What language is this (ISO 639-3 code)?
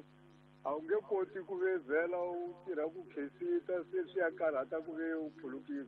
tso